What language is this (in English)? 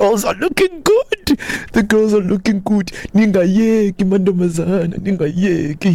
Xhosa